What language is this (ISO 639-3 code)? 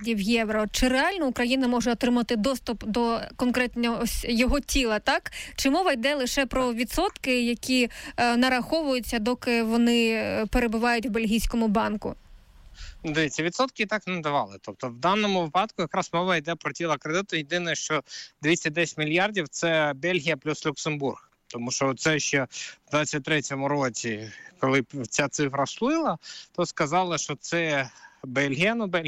ukr